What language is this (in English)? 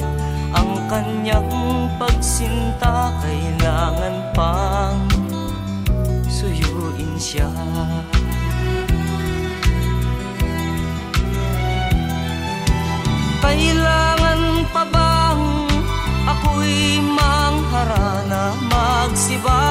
Filipino